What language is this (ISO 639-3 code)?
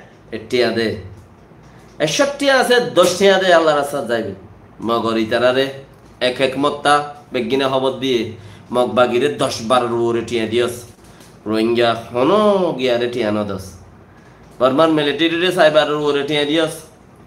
rhg